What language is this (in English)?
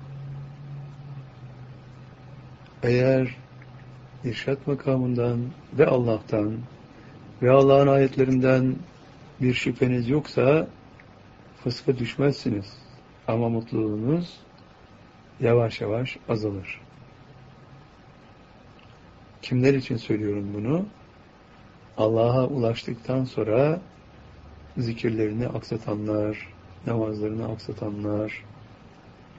Turkish